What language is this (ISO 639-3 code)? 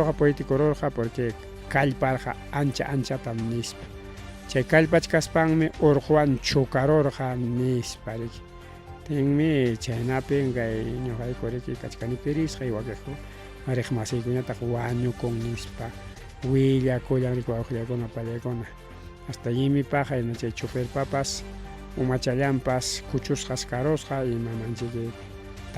quy